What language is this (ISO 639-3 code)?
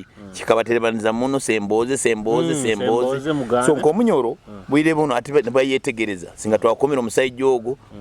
nyo